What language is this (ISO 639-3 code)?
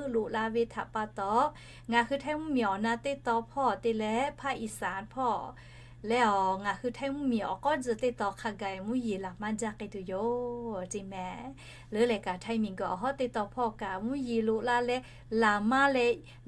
lhu